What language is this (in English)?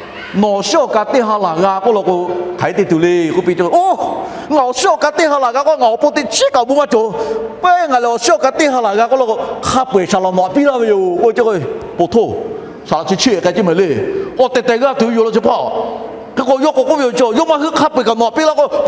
Lahu